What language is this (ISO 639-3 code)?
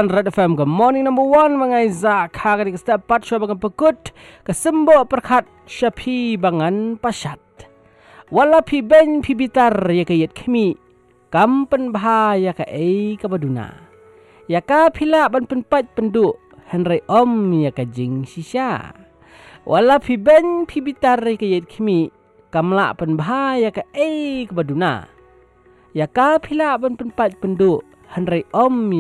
msa